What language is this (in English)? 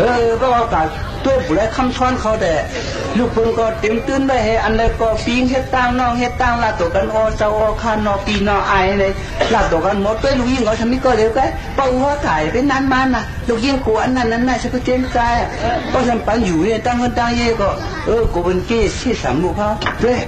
Shan